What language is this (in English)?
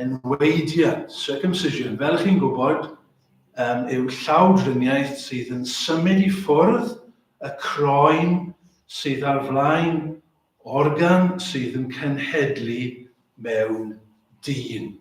Welsh